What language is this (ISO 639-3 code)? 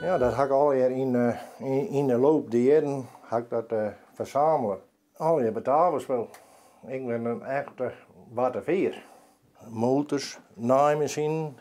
fry